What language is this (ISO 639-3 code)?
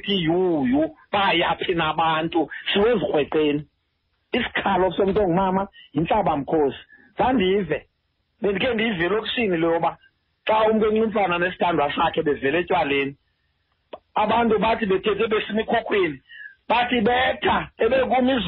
xho